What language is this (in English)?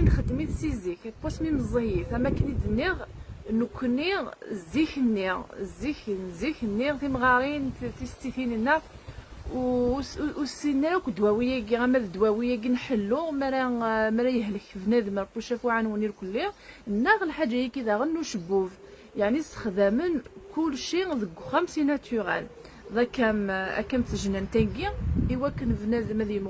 Kabyle